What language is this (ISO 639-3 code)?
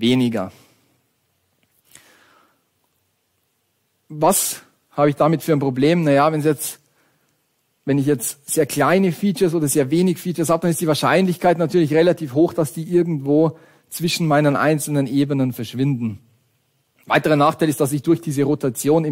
deu